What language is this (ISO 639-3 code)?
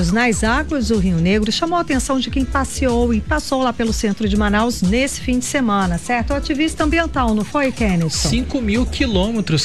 por